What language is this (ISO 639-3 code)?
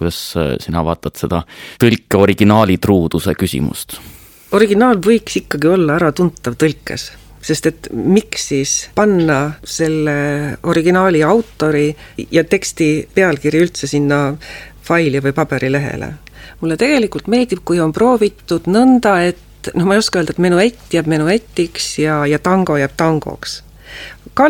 est